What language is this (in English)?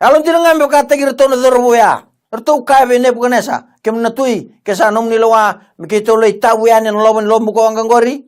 Fijian